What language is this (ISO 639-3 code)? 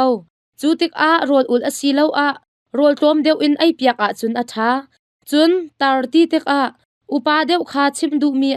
cnh